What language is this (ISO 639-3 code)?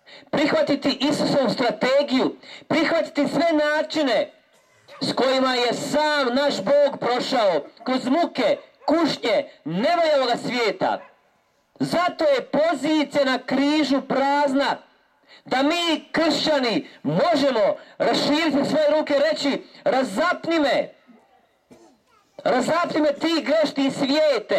hrv